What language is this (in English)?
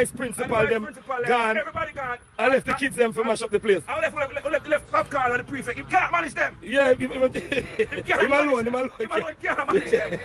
Jamaican Creole English